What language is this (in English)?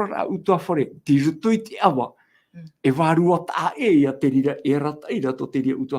Tahitian